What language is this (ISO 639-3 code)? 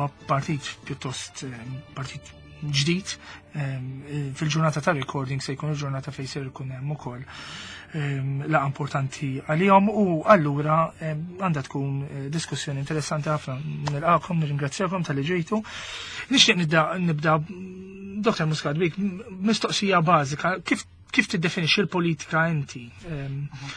mlt